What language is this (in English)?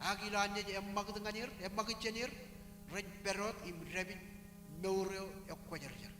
Marshallese